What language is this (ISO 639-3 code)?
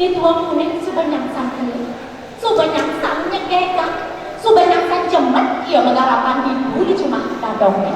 ban